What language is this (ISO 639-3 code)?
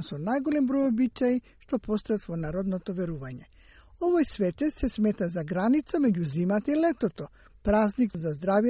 mkd